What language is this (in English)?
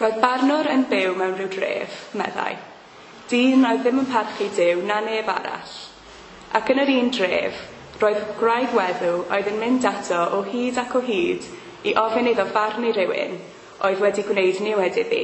Welsh